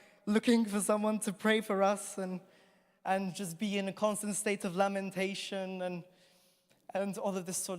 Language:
English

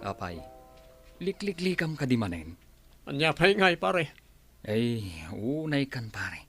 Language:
Iloko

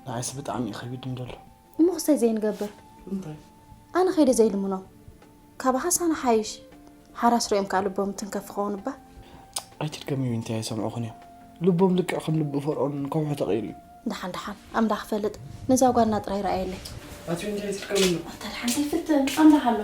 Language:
Tigrinya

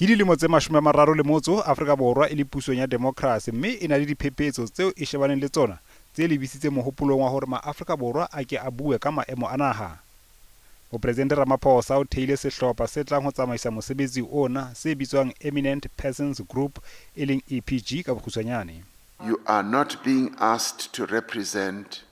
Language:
Southern Sotho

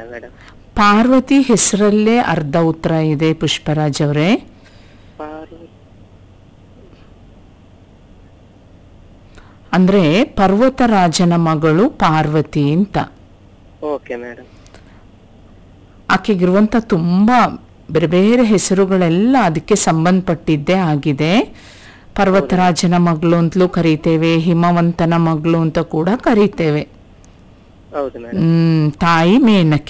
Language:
Kannada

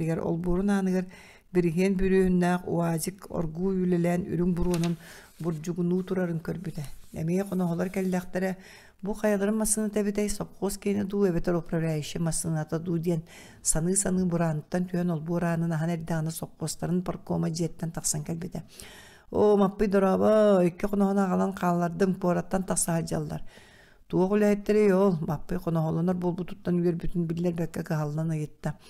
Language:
Yakut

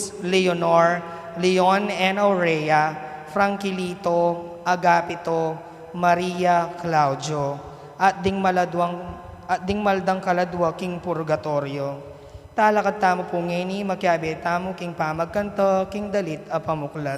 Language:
Pampanga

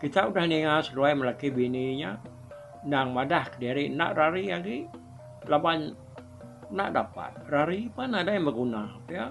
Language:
Iban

